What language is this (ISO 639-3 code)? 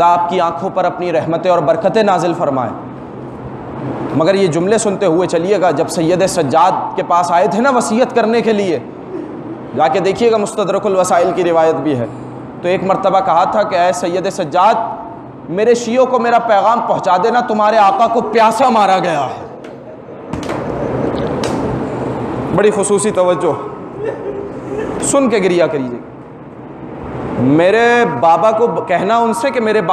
urd